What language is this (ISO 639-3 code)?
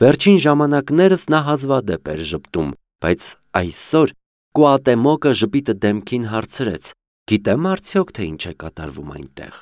hye